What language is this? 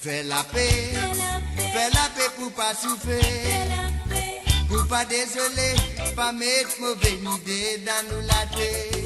Morisyen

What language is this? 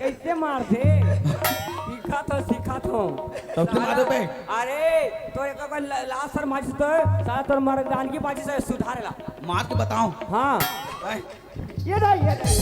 Chhattisgarhi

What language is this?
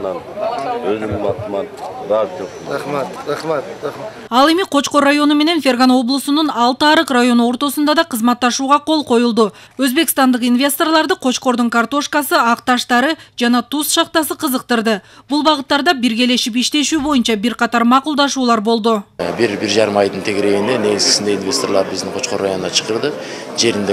Kyrgyz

